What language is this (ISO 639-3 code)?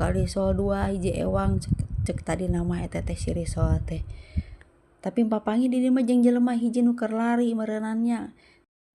sun